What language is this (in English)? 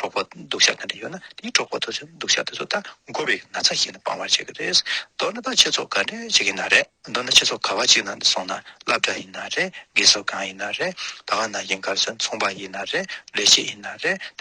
Tibetan